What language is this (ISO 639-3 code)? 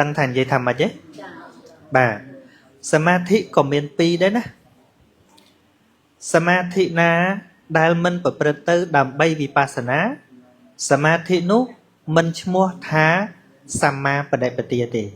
khm